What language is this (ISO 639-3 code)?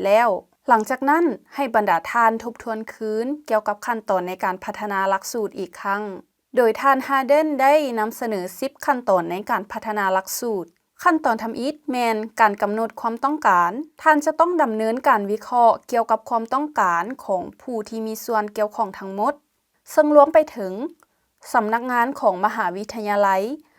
lao